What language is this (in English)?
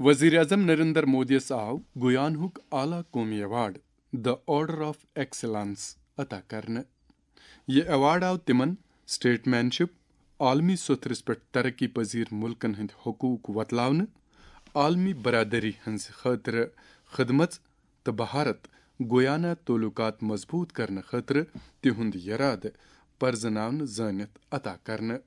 Kashmiri